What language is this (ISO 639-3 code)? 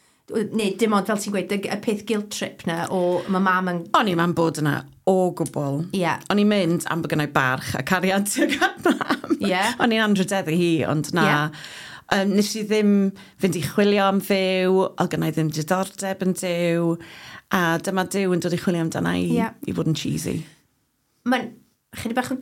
cym